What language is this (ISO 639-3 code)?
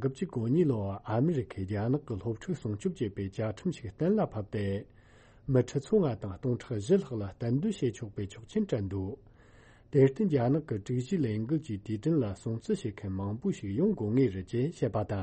bod